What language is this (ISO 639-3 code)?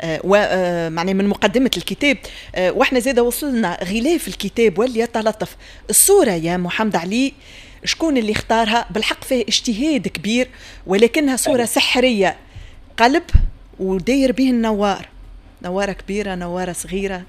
aeb